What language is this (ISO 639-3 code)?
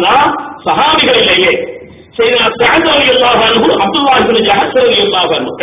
tam